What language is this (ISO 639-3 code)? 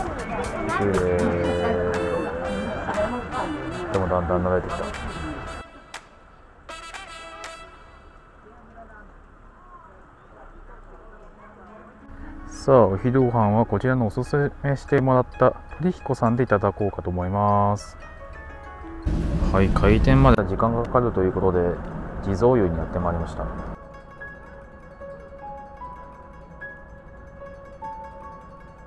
jpn